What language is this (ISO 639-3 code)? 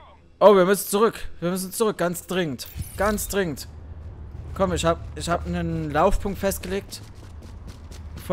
deu